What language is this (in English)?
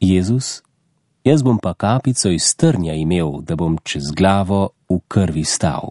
Slovenian